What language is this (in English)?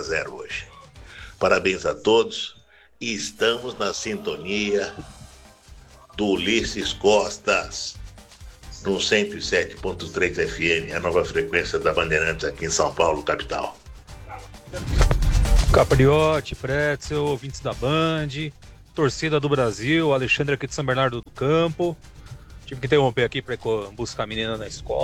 Portuguese